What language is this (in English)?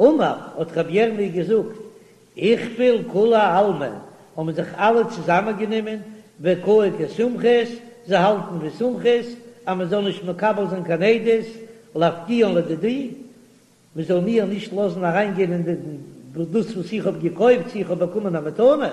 Yiddish